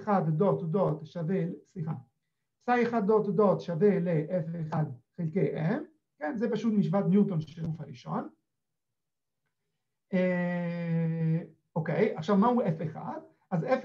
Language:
Hebrew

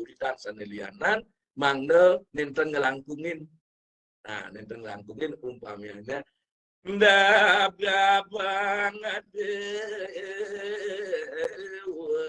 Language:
Balinese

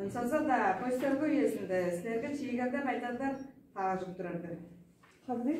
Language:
Tuvinian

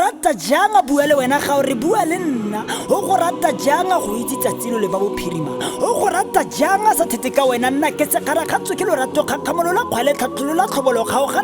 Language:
Tswana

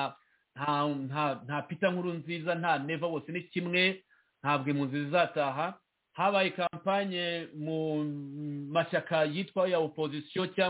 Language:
Kinyarwanda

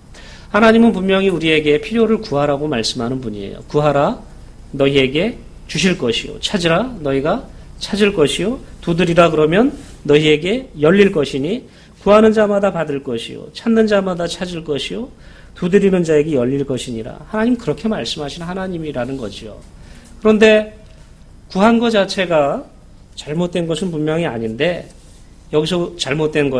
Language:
Korean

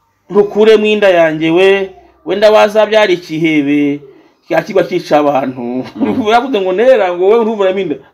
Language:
Kinyarwanda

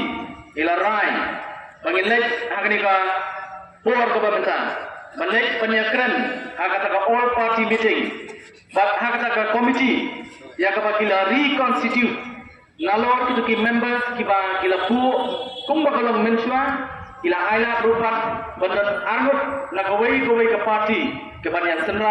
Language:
Khasi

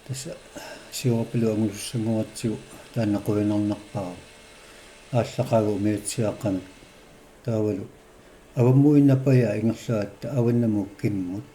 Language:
Kalaallisut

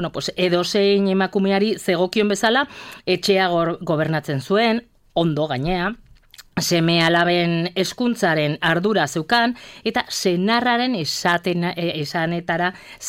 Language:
Basque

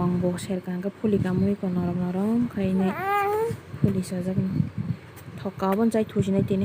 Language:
Kok Borok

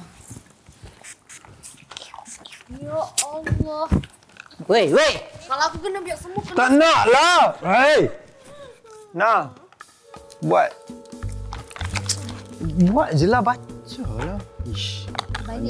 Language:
Malay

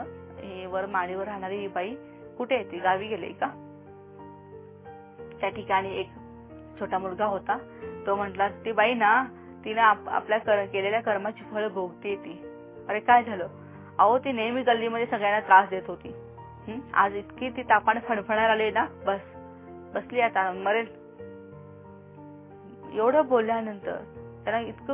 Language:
Marathi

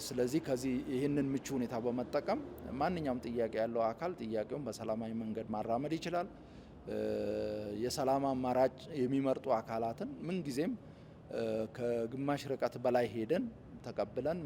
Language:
Amharic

